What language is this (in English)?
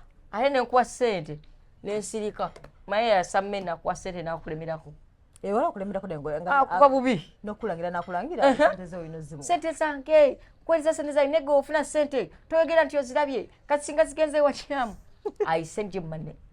Ganda